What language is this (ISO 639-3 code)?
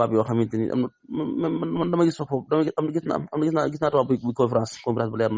wol